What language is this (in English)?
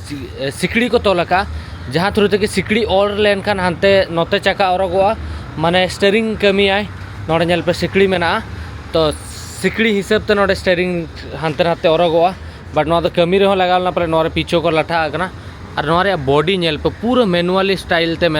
Santali